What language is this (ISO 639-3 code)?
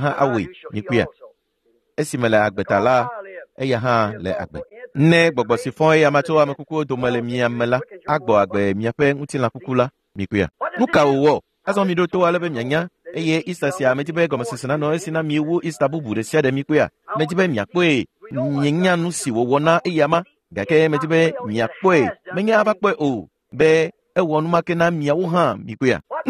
ewe